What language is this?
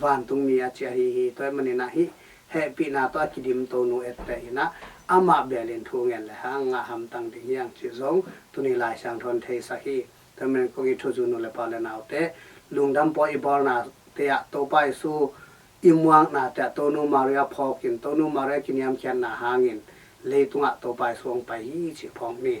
Tedim Chin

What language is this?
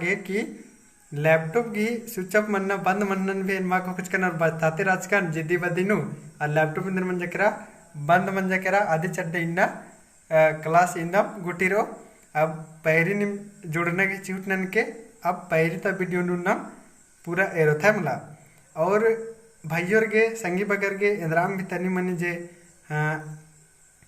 Kurukh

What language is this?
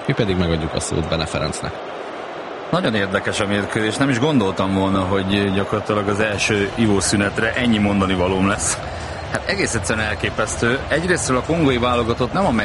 Hungarian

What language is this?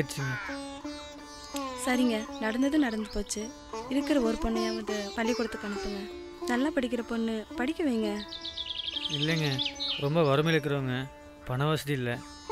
Tamil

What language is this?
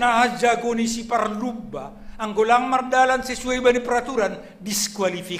Batak Simalungun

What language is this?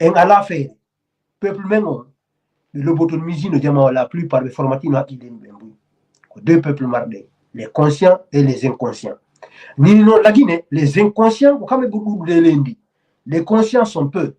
Fula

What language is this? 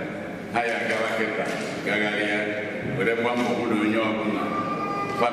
Igbo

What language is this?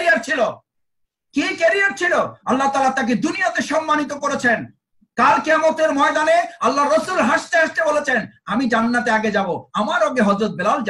Bangla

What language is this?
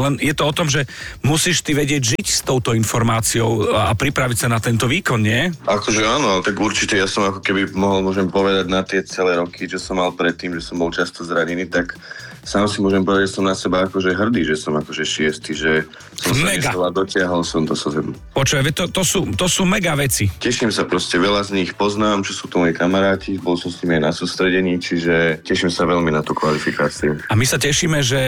Slovak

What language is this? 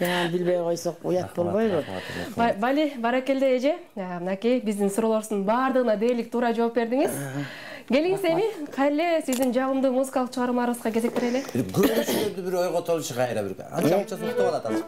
Kyrgyz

